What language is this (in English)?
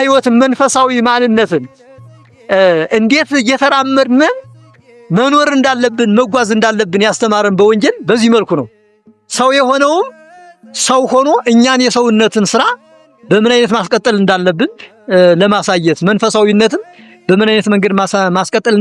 Amharic